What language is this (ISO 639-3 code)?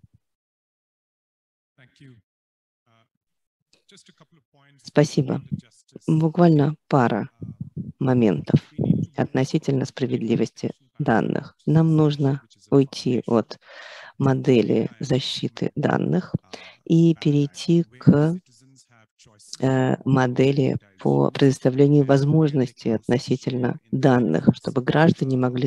rus